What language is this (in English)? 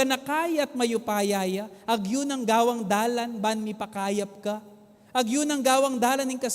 Pampanga